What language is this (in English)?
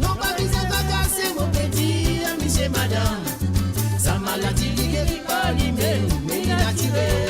Morisyen